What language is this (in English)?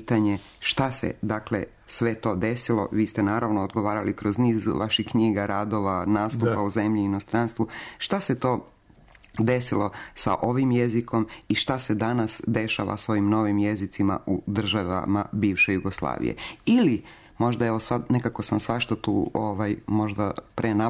Serbian